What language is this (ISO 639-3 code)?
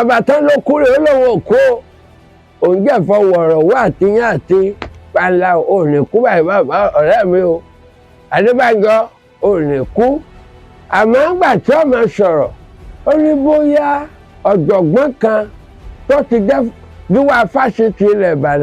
yor